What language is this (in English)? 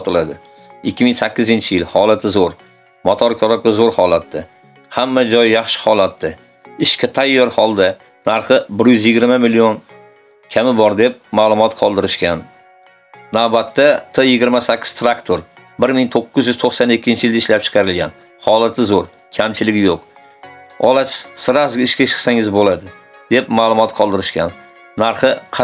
Uzbek